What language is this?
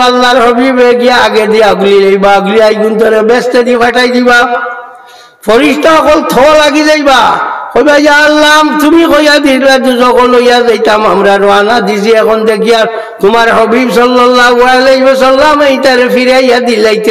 Sylheti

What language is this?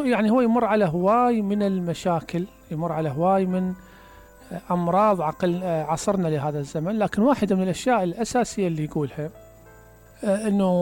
Mesopotamian Arabic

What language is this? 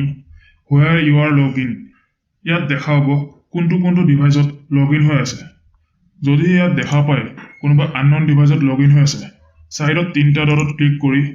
Assamese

